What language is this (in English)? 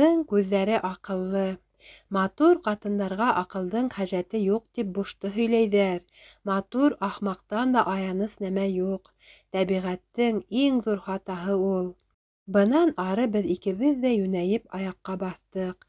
Bashkir